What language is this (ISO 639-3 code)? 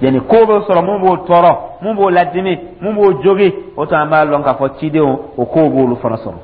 dyu